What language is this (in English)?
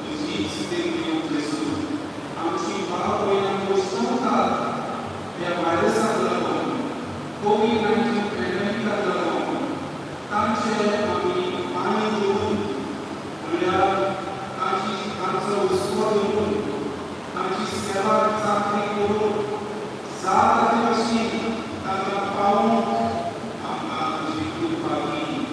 Konkani